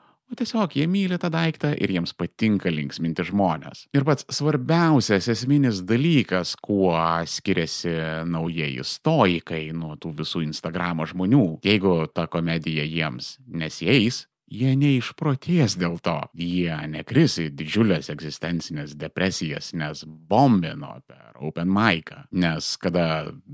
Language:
Lithuanian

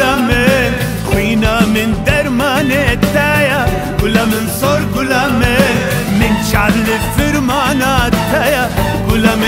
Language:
Kurdish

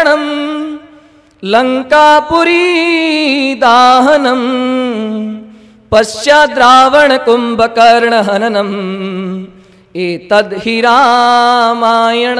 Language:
Gujarati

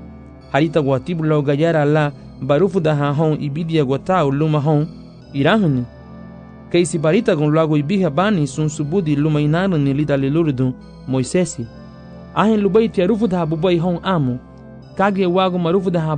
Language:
Garifuna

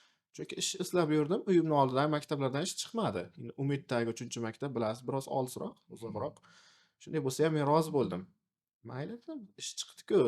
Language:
Uzbek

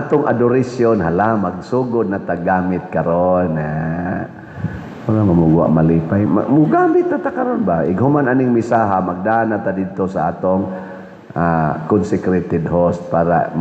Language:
Cebuano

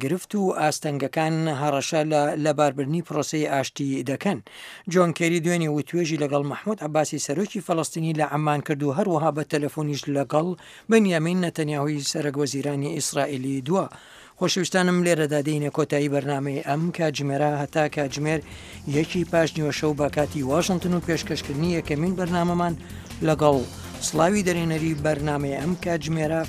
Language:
Central Kurdish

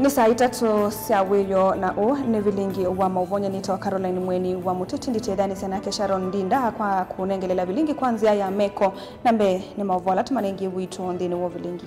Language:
Kamba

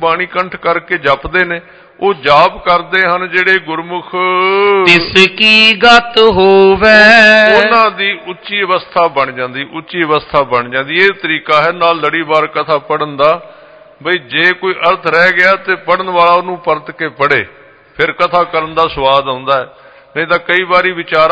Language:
Punjabi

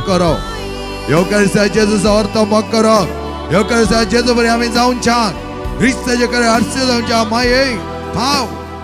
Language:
Konkani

